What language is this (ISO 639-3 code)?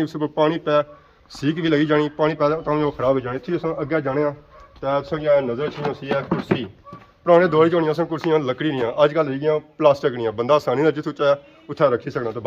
phr